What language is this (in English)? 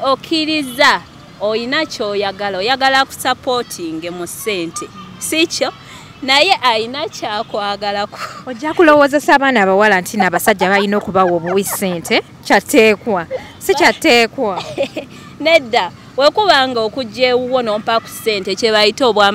Ganda